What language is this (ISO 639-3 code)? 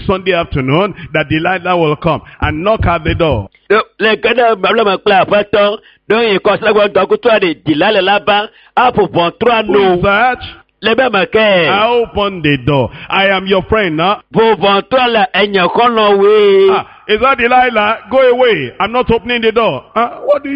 ewe